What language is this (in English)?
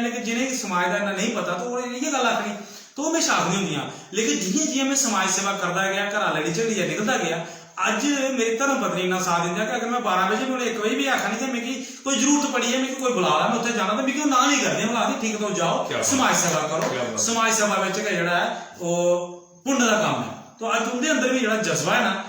Dogri